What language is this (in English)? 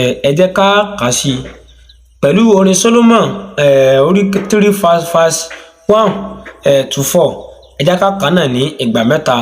Yoruba